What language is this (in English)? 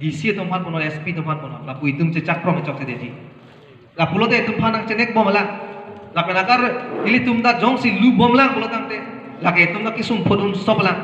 Karbi